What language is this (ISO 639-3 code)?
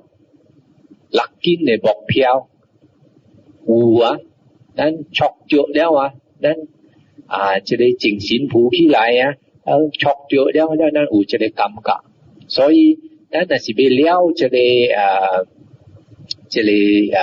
nan